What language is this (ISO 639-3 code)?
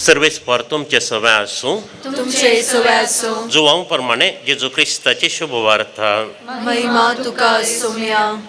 kok